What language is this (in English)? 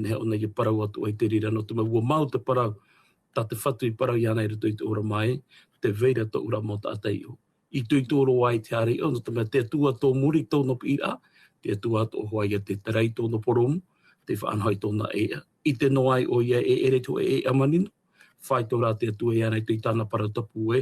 Tahitian